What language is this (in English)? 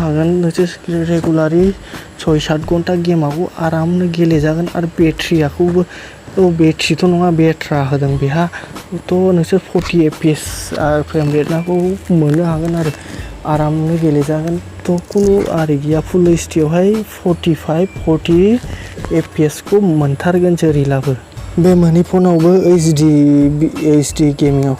Bodo